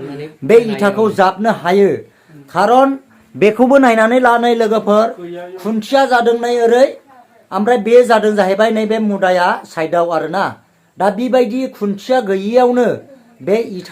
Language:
Bodo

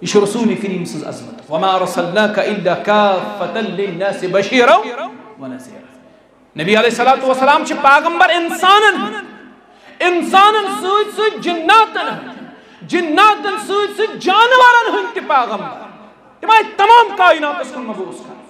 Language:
Kashmiri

